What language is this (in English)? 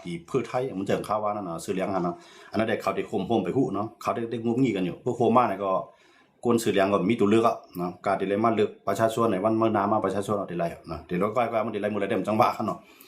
Shan